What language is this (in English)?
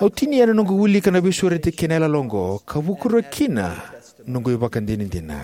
Fijian